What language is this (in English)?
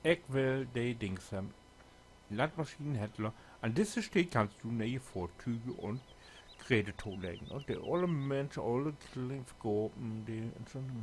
Low German